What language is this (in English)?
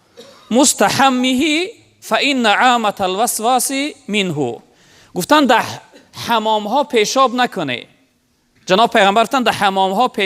Tajik